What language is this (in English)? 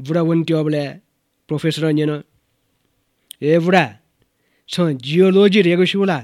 Newari